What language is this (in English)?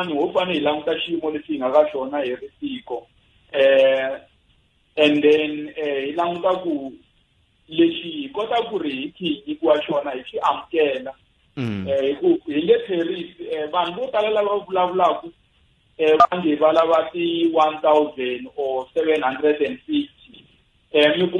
Tsonga